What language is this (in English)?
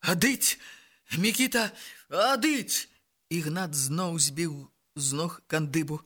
Belarusian